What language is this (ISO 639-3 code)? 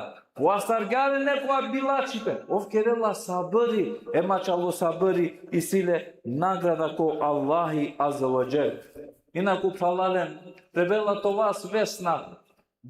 rmn